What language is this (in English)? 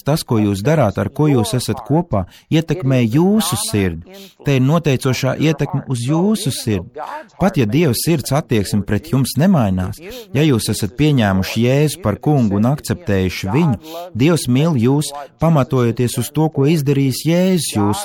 Latvian